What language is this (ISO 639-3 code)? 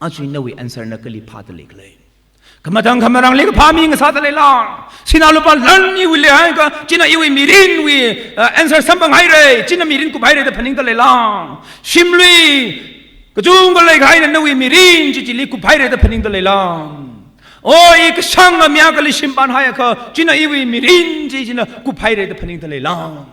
nmf